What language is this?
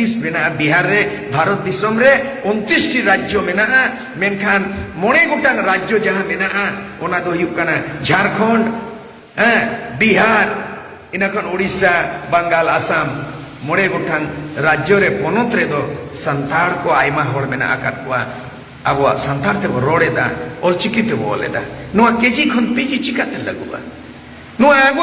Santali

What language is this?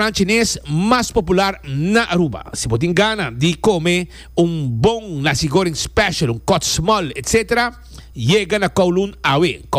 Papiamento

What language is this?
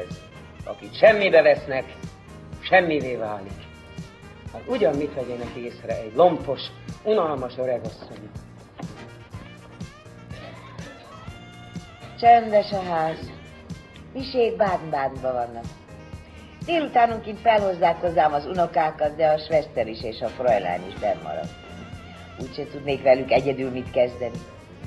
Hungarian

